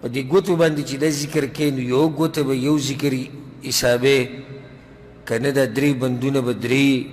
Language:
Pashto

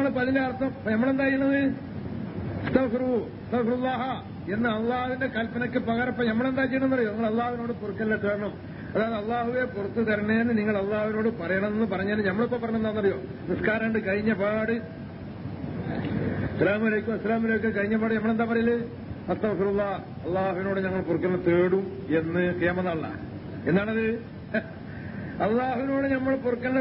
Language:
Malayalam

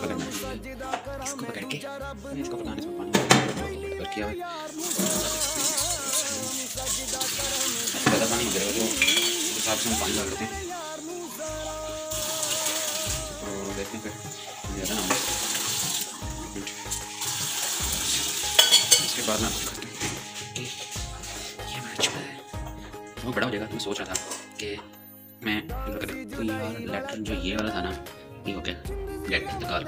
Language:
Hindi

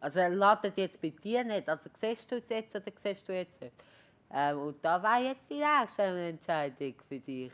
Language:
Swiss German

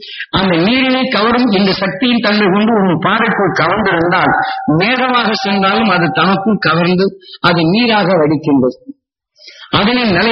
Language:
Tamil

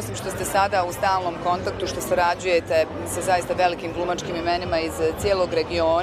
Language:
Bosnian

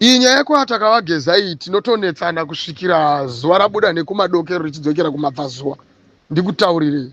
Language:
Shona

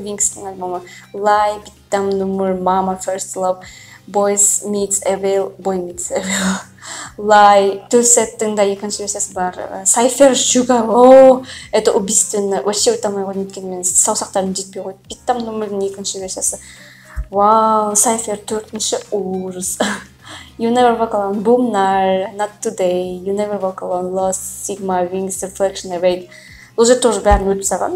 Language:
Kazakh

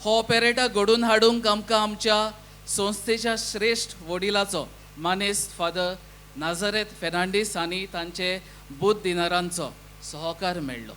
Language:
Konkani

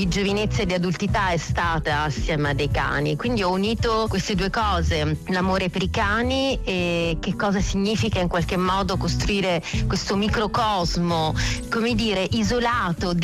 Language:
Italian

